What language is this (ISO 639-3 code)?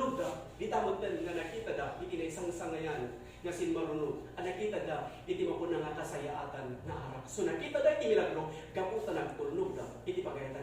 ilo